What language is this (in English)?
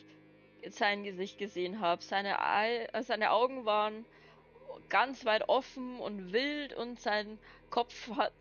Bavarian